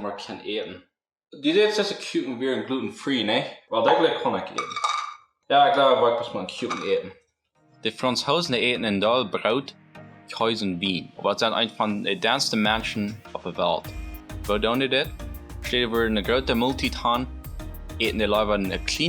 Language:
Plautdietsch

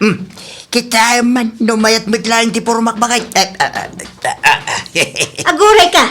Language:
Iloko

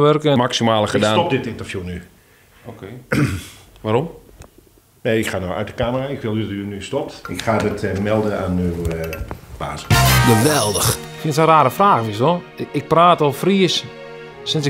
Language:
Western Frisian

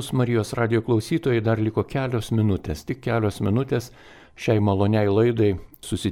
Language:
Lithuanian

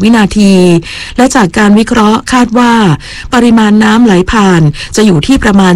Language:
Thai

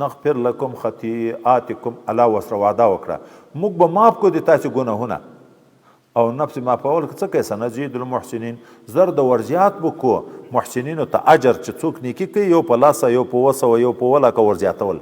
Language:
Pashto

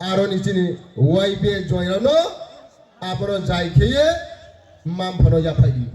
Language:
Riang (India)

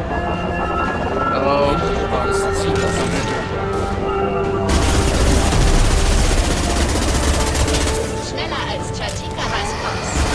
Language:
German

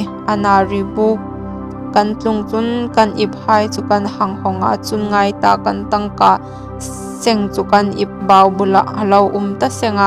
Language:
Hmar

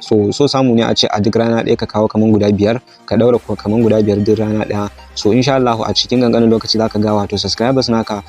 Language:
Hausa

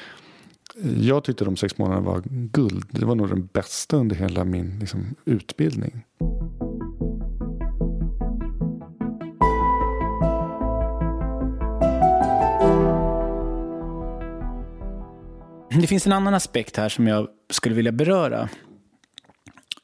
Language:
Swedish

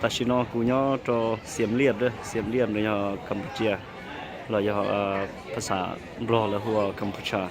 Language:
Hmong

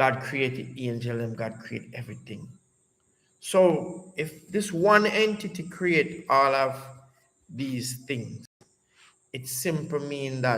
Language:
Jamaican Creole English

